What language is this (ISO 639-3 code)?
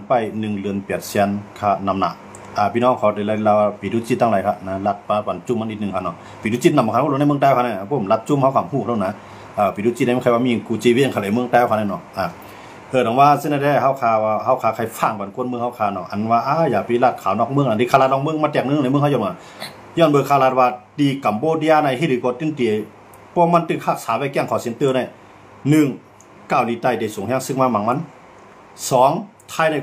shn